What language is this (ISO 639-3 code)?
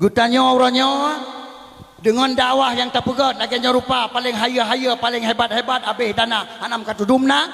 ace